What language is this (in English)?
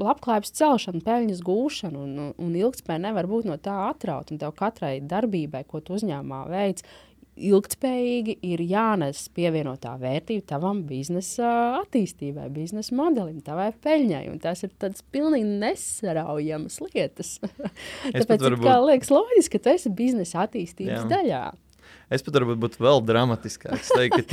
Latvian